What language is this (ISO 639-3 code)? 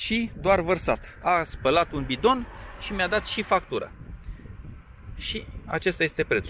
ron